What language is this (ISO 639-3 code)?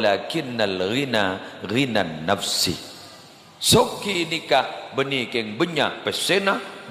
mad